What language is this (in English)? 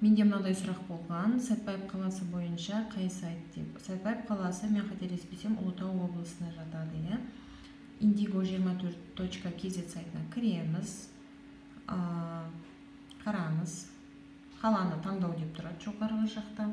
Kazakh